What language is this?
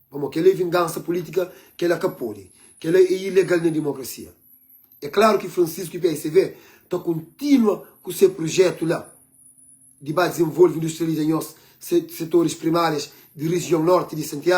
Kabuverdianu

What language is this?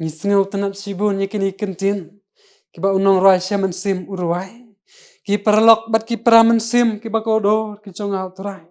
Khasi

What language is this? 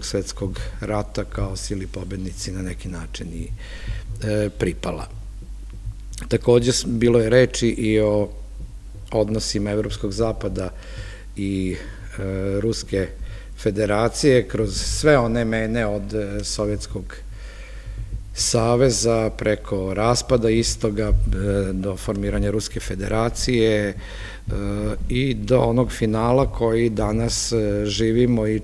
Serbian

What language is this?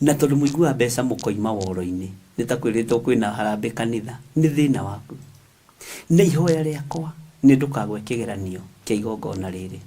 Kikuyu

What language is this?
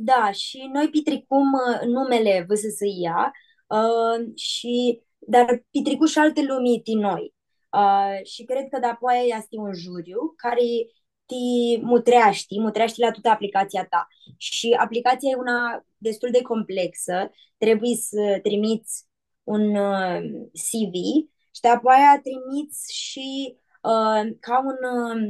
Aromanian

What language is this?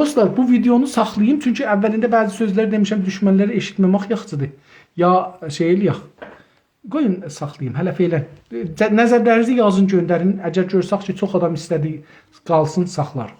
South Azerbaijani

